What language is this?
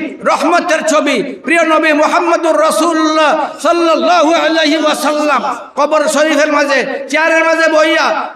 Sylheti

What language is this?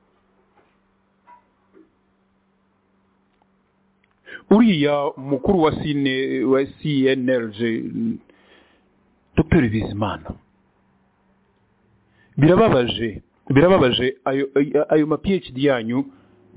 Kinyarwanda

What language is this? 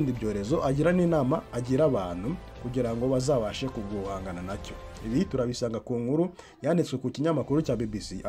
Kinyarwanda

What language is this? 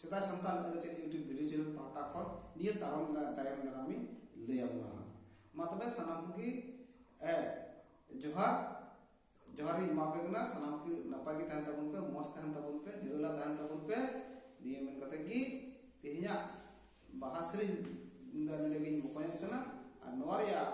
Santali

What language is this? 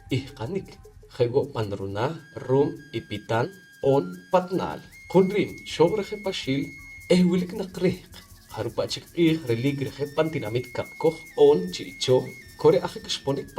Poqomchi'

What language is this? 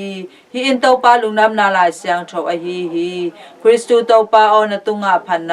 Tedim Chin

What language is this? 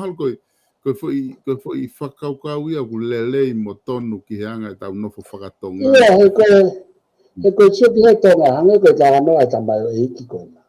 Tongan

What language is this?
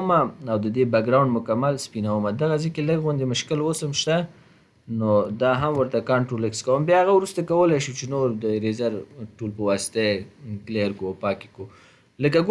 Pashto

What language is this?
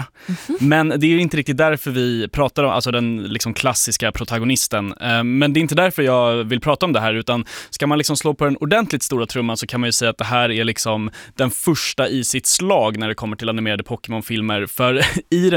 Swedish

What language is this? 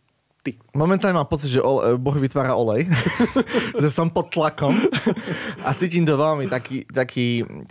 Slovak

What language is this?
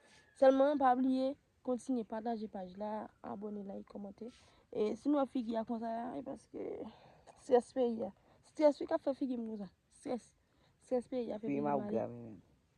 Haitian Creole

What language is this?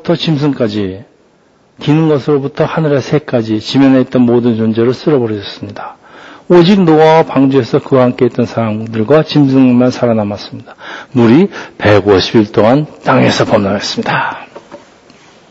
Korean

